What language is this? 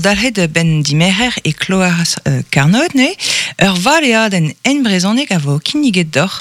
Breton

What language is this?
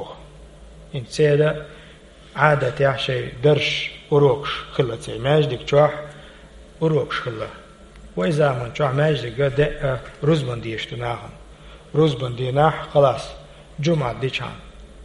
Chechen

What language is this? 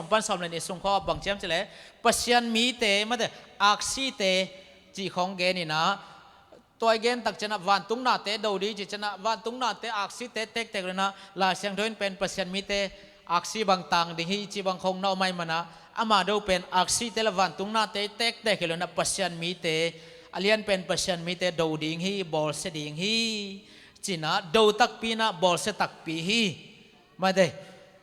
Tedim Chin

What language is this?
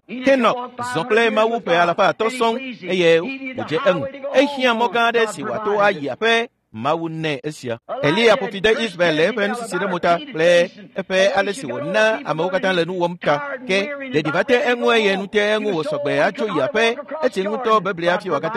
Ewe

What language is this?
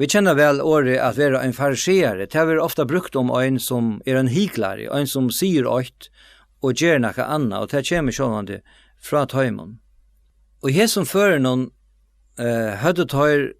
Faroese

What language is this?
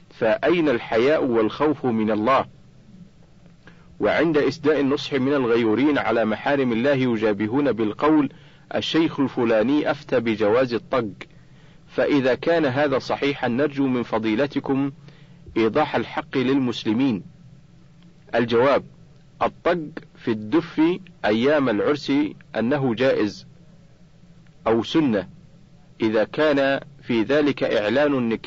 Arabic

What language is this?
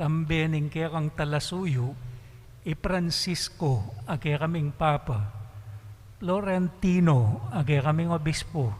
Pampanga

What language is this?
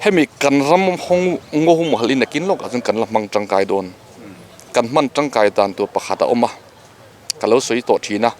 Mizo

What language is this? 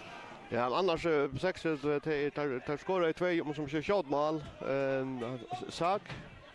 Faroese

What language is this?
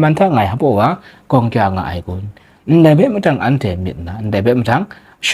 Kachin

